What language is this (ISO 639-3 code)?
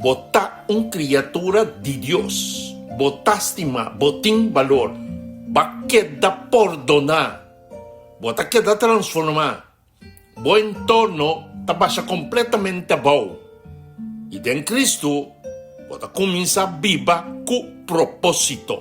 pap